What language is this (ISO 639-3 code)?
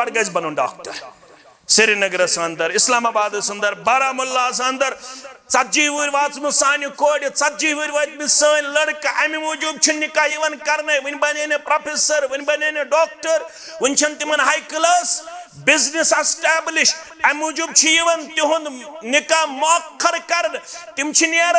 kas